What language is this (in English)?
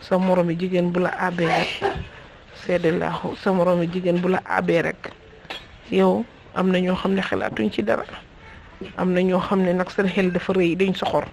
Wolof